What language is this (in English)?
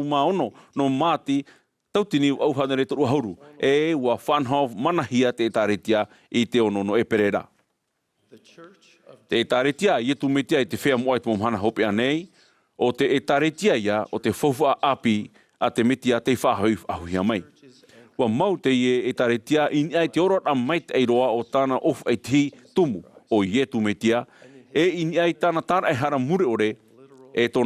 Tahitian